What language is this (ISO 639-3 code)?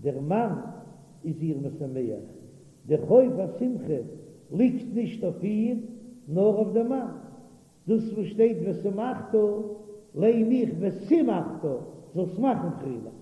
yid